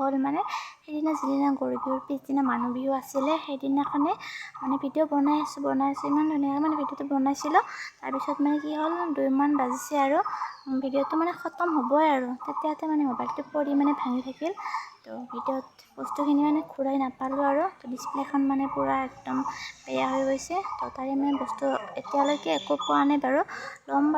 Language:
Assamese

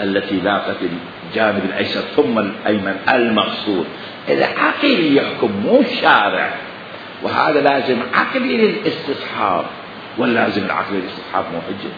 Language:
Mesopotamian Arabic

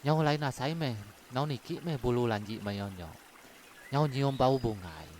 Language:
Iban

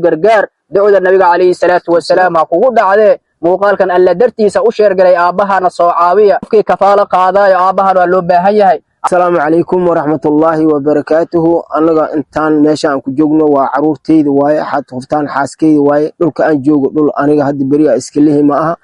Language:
Somali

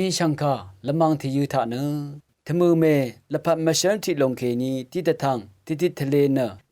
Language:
Rawang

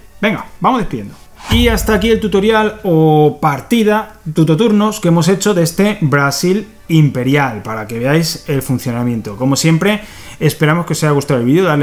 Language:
Spanish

